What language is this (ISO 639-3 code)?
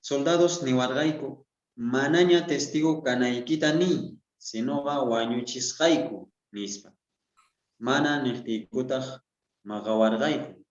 quh